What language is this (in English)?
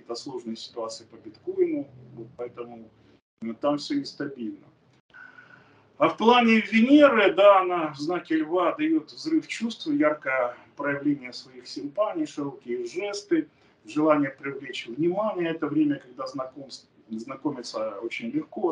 Russian